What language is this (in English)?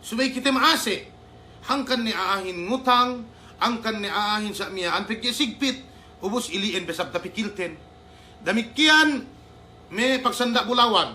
Yakan